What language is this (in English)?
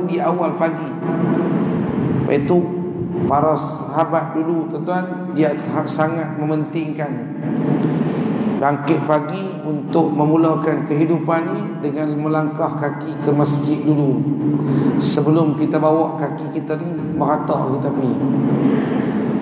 Malay